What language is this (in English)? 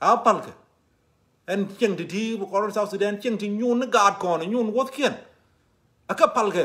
Nuer